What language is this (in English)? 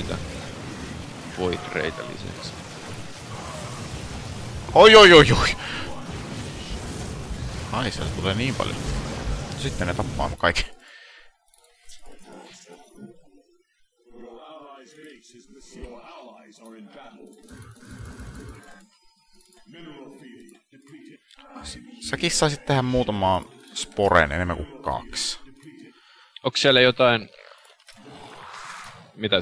Finnish